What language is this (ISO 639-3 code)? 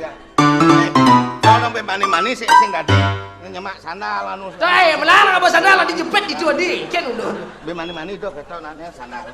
ban